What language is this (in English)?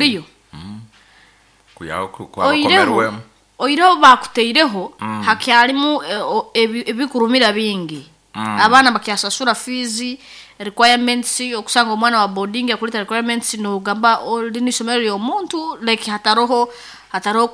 Nyoro